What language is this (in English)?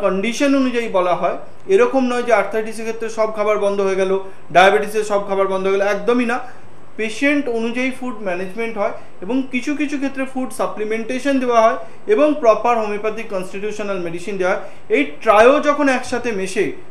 Bangla